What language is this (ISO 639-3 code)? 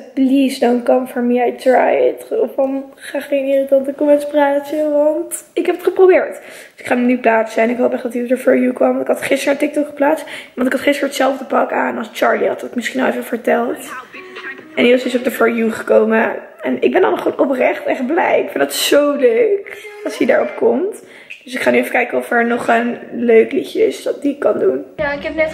nld